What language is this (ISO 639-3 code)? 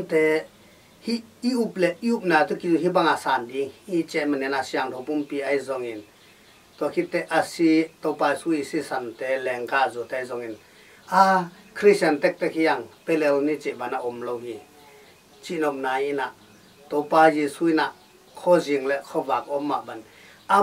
ctd